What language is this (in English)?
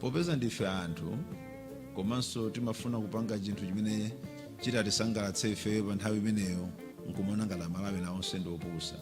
Nyanja